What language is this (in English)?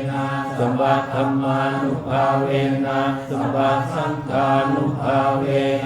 Pali